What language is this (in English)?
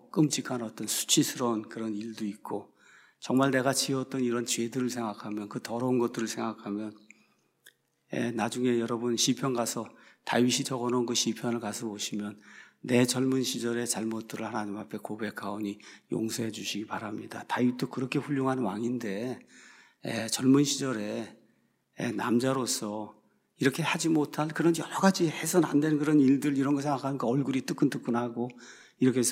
Korean